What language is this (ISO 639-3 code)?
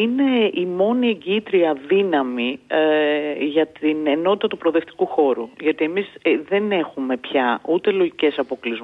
ell